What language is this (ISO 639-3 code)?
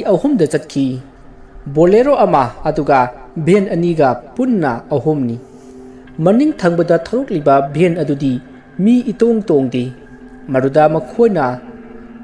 mni